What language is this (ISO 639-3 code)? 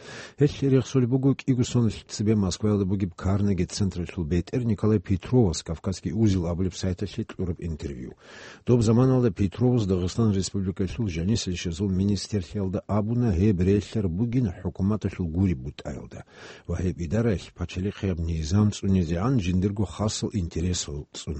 ava